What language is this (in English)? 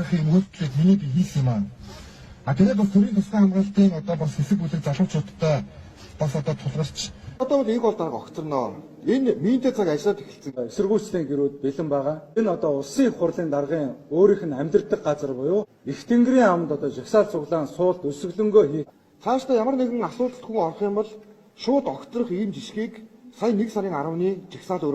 Mongolian